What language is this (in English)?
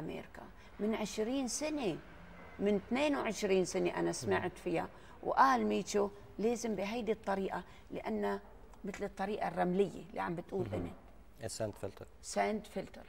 North Levantine Arabic